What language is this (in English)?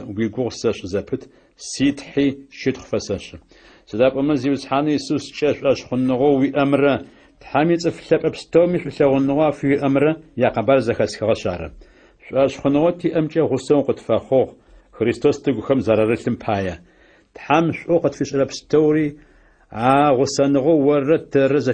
Adyghe